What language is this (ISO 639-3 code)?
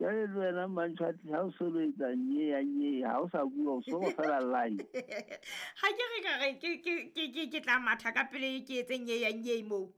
sot